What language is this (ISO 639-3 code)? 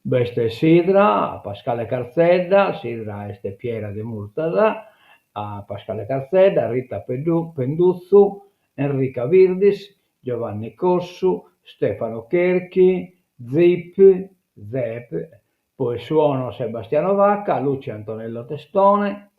srd